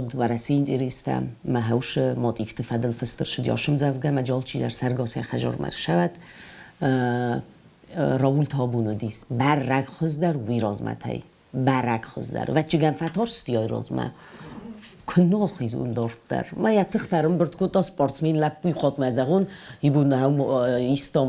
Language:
Ossetic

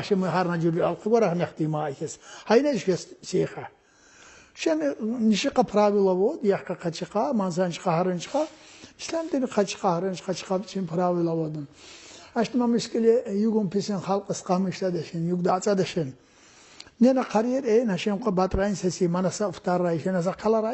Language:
Tsakhur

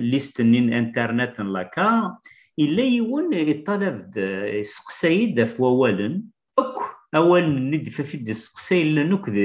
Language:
Kabyle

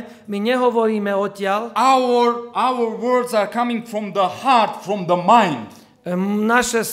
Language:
Slovak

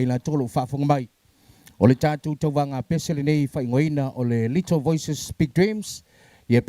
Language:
Samoan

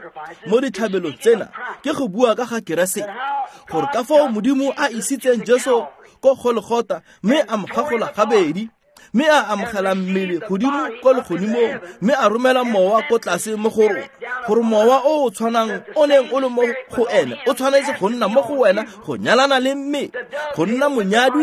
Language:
Tswana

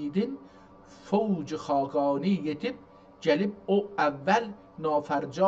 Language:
South Azerbaijani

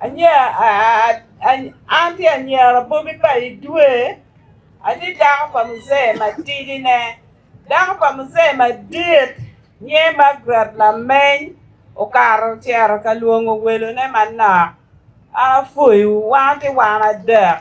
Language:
Acoli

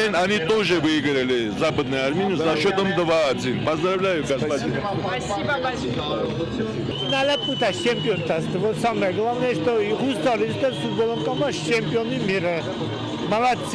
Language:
Ossetic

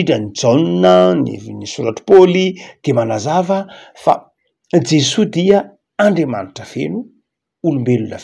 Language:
Malagasy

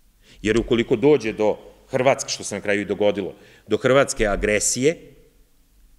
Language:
Serbian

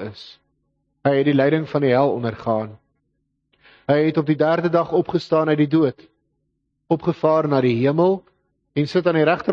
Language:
Afrikaans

